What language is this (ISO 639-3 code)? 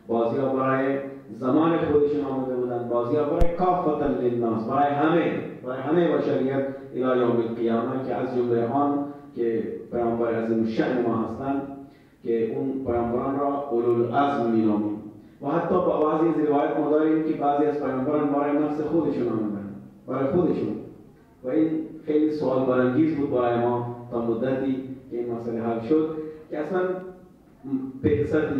fas